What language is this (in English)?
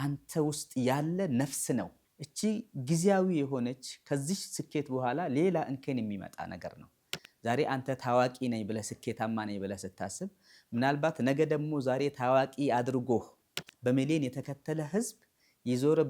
Amharic